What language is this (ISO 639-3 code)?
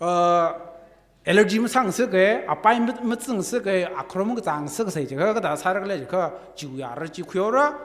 nmf